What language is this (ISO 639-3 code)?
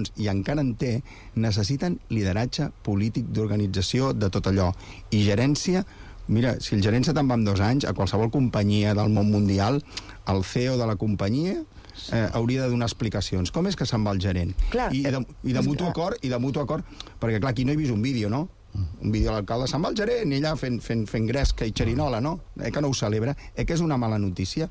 cat